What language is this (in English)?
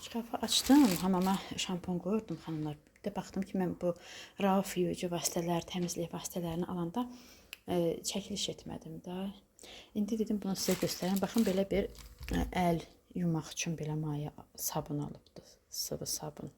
Azerbaijani